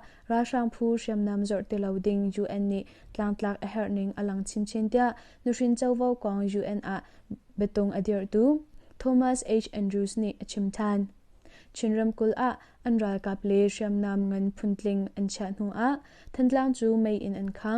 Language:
Hakha Chin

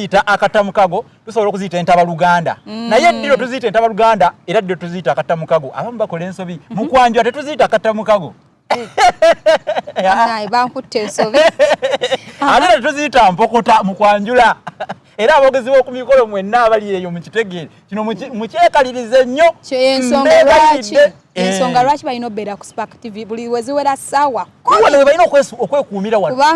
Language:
Ganda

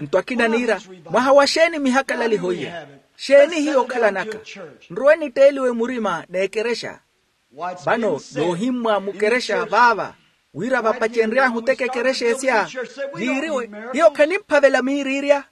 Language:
Makhuwa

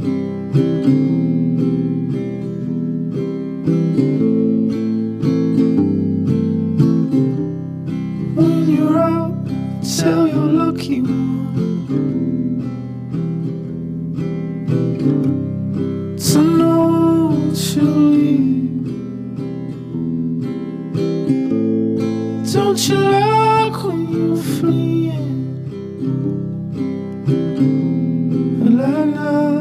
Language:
English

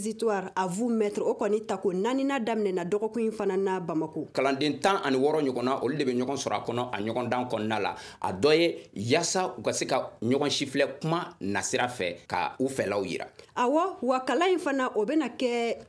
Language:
Bambara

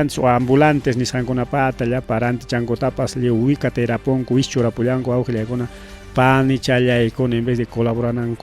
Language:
Ayacucho Quechua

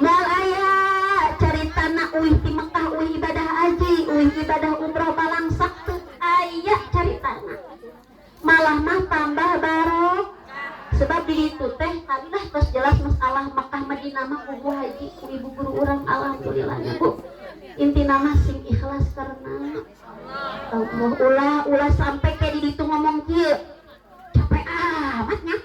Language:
Sundanese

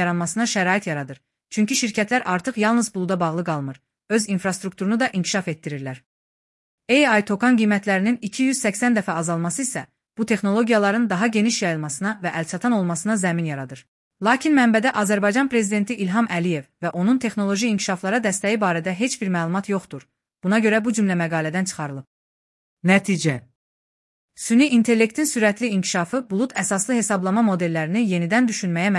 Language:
Azerbaijani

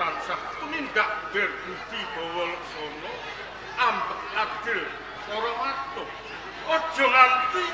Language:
Javanese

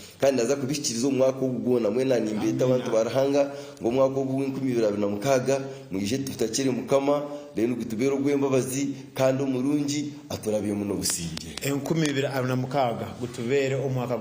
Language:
Nyankole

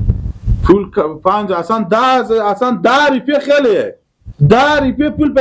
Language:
Persian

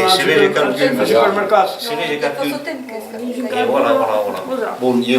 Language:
Occitan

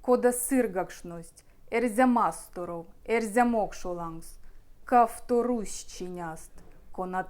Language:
Erzya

